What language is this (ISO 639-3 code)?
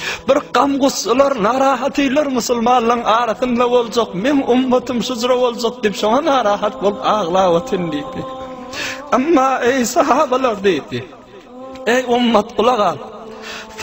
tuk